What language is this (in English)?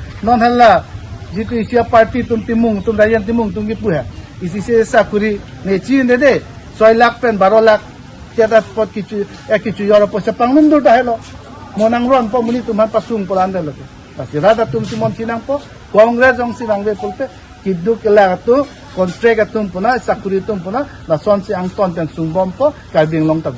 Karbi